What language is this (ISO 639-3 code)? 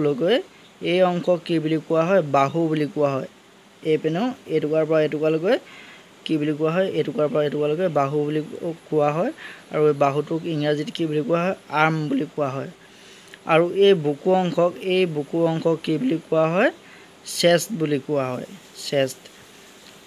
asm